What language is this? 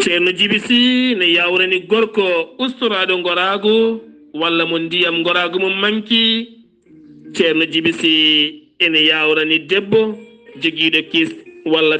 Fula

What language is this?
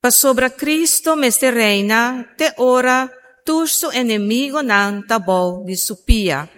Papiamento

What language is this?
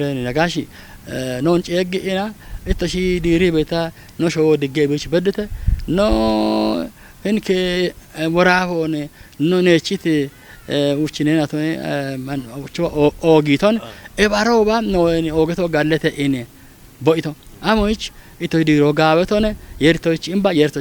Kafa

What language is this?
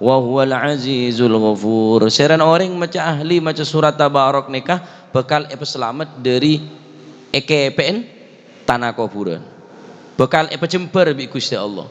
Madurese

